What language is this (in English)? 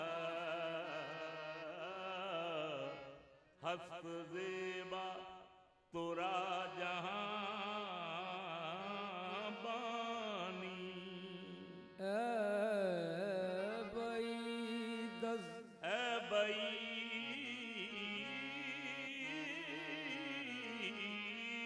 Hindi